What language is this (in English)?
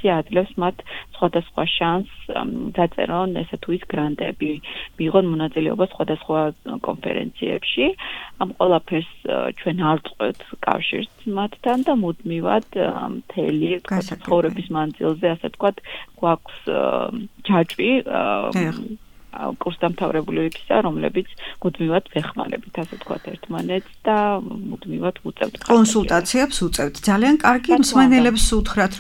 Georgian